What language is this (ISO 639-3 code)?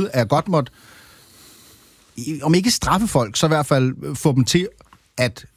dan